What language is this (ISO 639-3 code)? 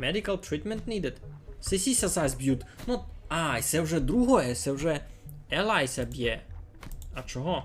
rue